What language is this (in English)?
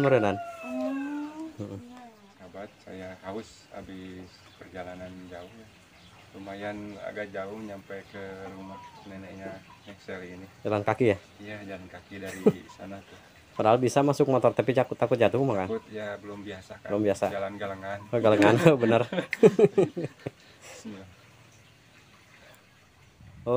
Indonesian